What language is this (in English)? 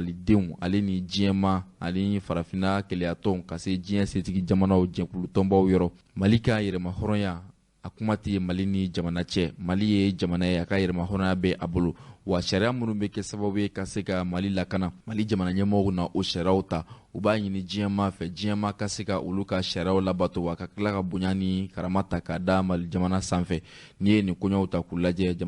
Bambara